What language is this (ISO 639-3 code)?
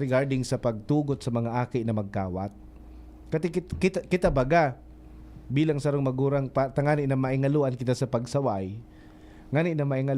bik